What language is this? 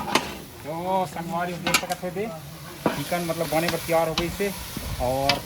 Chhattisgarhi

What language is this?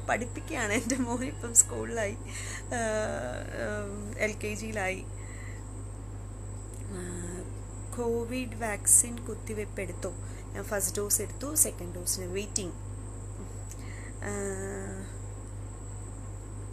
Malayalam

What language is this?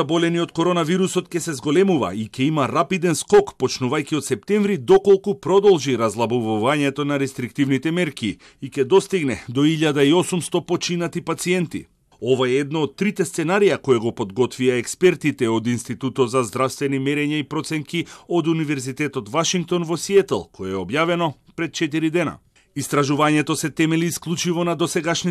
Macedonian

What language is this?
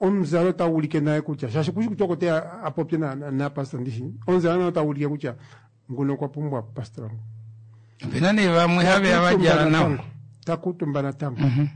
Kuanyama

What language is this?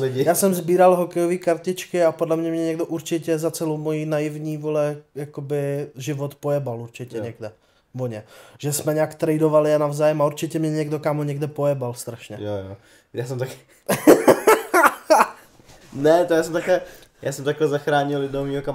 Czech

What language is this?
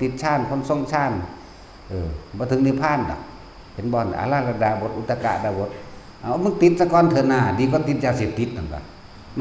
Northeastern Thai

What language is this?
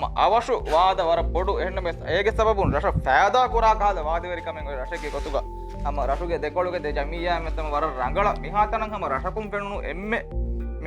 Divehi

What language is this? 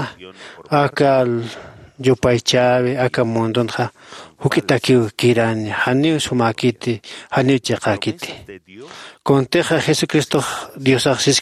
Aymara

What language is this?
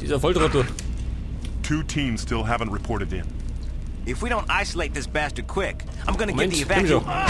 Bavarian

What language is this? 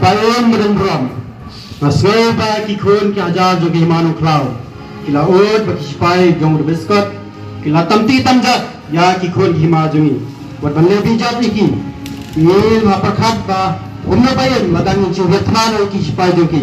Khasi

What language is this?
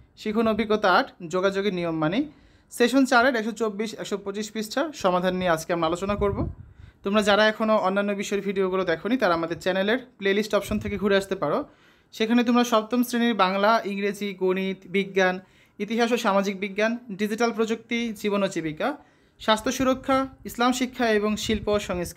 Bangla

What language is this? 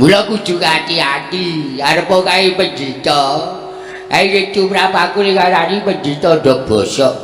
Javanese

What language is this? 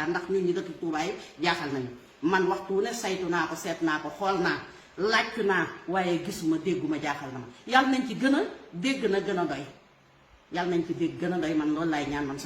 Wolof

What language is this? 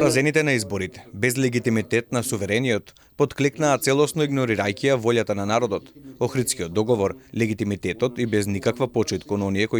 Macedonian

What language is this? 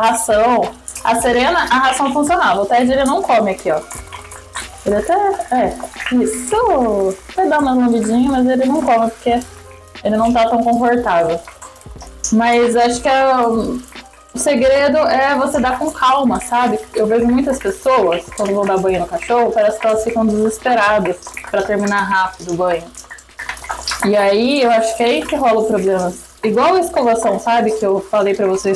Portuguese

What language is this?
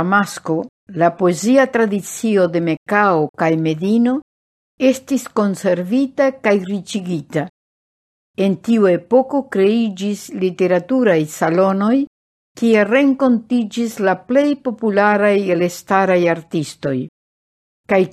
Esperanto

